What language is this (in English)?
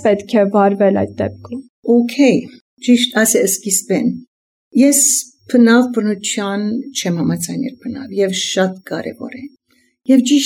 Armenian